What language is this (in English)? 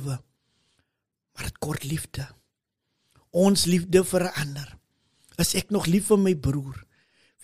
Afrikaans